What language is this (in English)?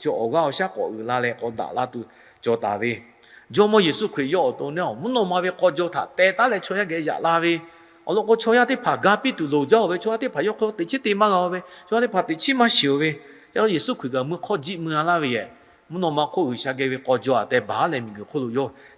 Lahu